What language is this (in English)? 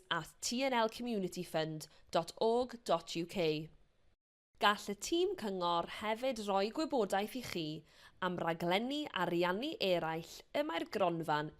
Welsh